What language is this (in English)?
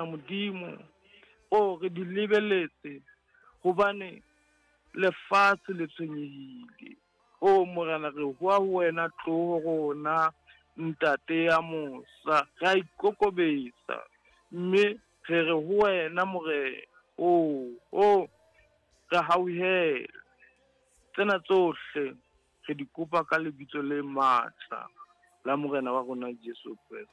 Southern Sotho